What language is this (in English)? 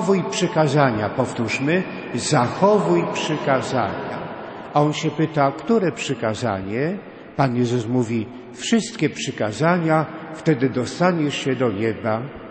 Polish